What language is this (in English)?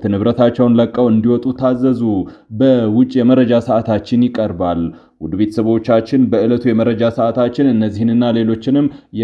Amharic